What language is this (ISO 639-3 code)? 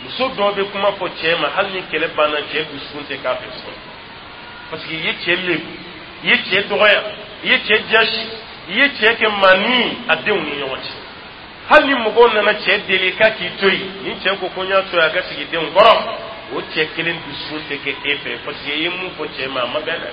dyu